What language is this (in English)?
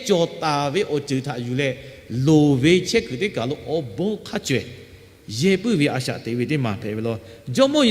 Lahu